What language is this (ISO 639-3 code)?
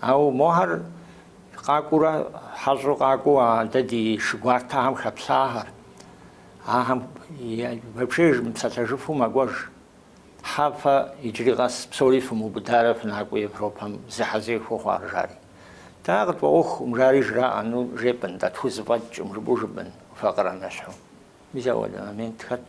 kbd